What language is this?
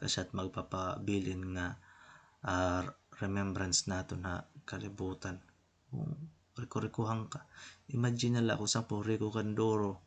Waray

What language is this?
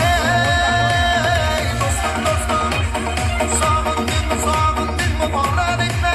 Turkmen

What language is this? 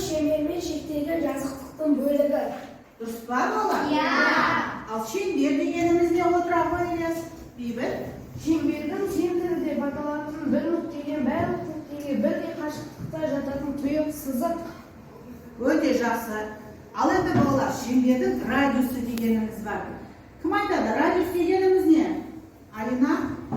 Kazakh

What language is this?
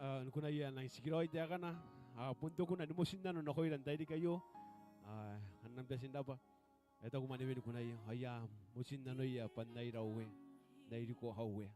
Gilbertese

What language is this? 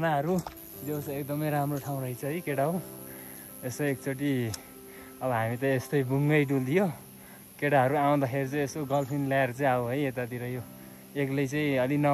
Nepali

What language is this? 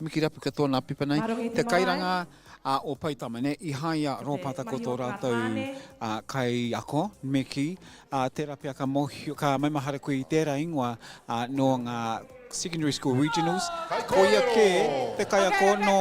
Māori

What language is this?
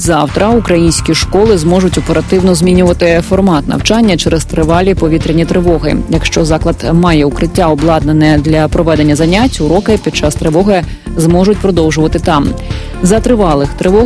Ukrainian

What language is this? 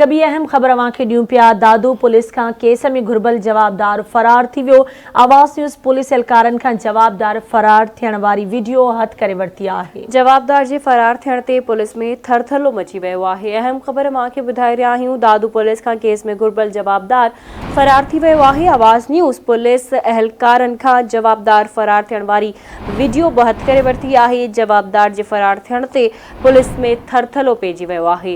Sindhi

